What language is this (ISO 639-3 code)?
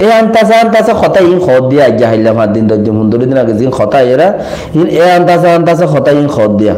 rhg